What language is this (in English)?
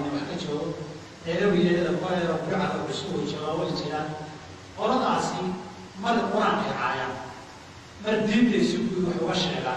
Somali